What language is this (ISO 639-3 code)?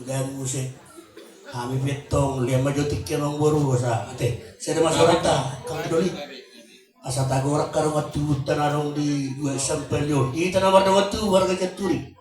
bbc